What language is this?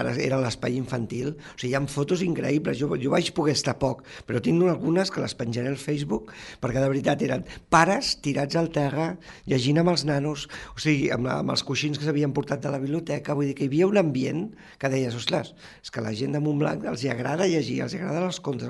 Catalan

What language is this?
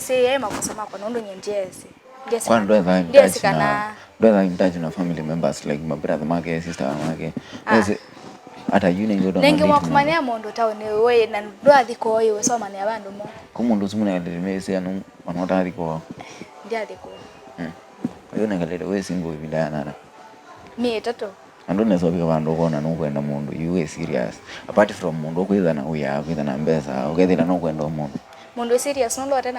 Kamba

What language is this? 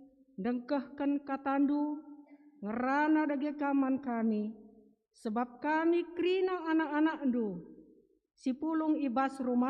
Batak Karo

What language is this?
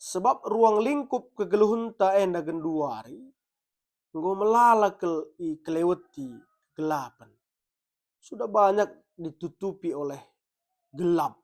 Batak Karo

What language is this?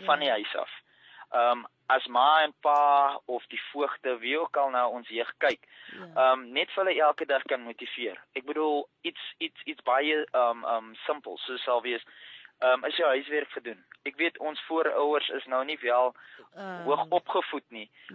Afrikaans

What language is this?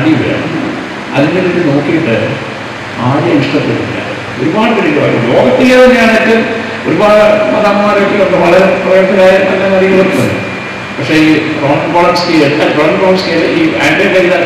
Malayalam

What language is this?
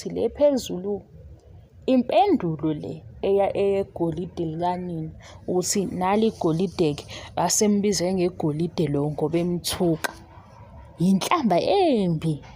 Zulu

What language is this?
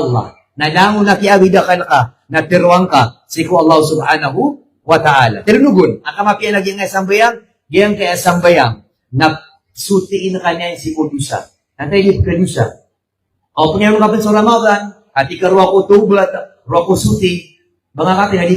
Maranao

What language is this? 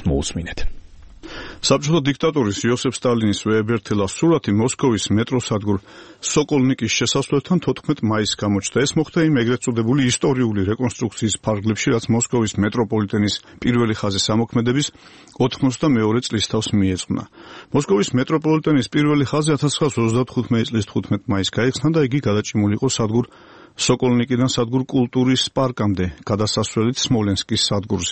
Georgian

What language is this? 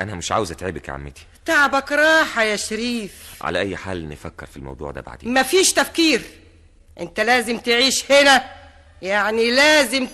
Egyptian Arabic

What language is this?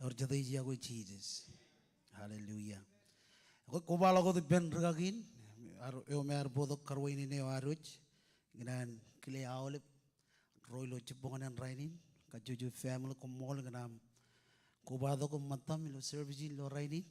Marshallese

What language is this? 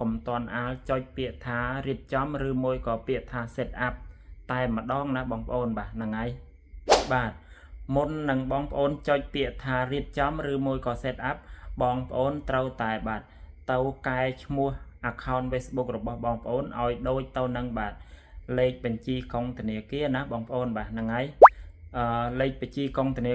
Khmer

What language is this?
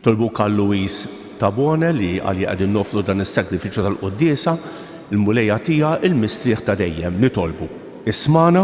Maltese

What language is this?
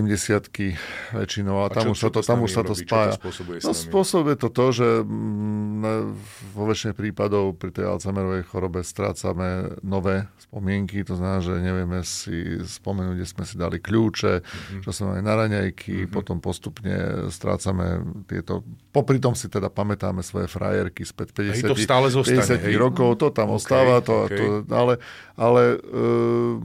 Slovak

